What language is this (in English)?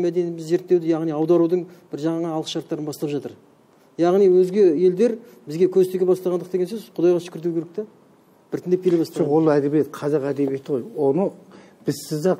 Kazakh